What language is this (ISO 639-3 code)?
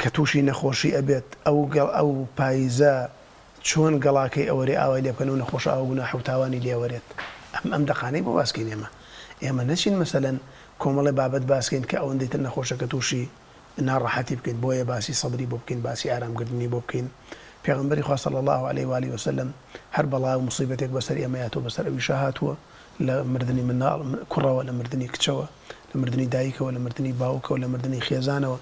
ckb